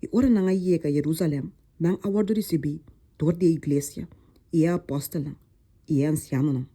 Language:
Papiamento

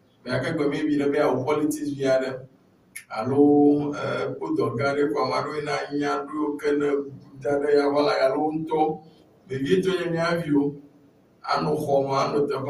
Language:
Ewe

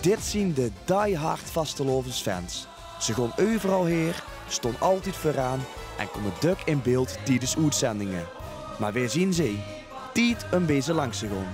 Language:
Limburgish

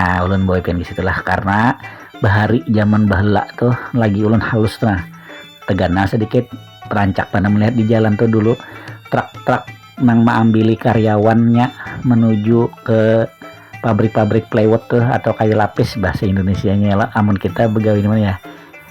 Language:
Banjar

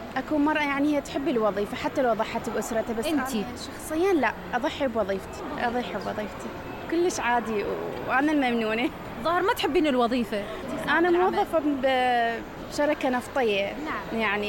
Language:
Mesopotamian Arabic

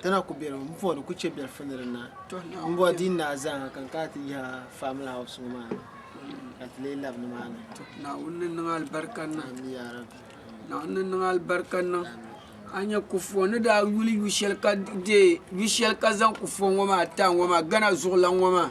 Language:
Dagbani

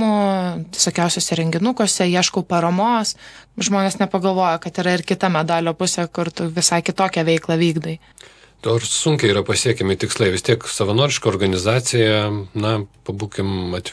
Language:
Lithuanian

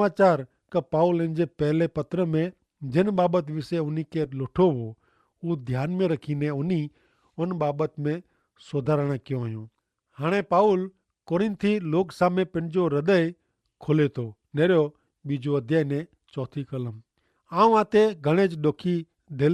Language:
Kachhi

